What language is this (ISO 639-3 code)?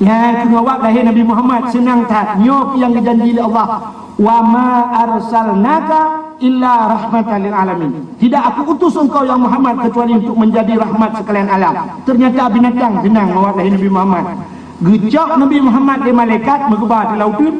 ace